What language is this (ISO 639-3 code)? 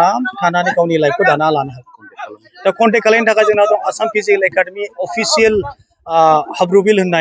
brx